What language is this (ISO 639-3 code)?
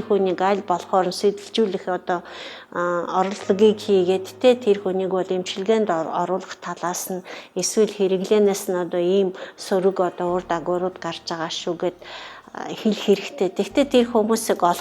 mon